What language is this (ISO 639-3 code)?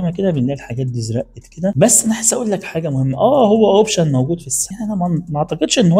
arz